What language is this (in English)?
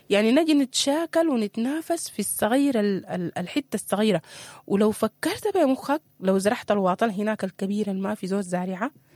Sudanese Arabic